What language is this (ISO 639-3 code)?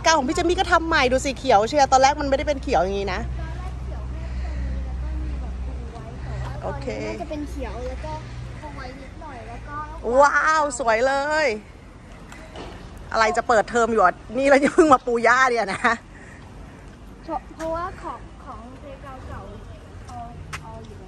tha